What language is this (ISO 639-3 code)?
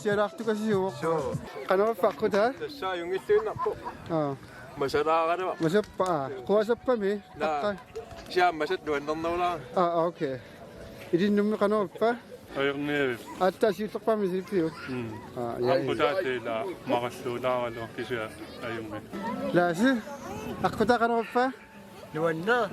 kal